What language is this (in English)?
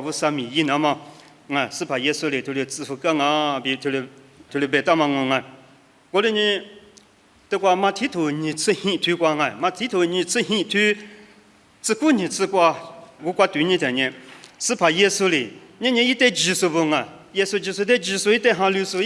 Lisu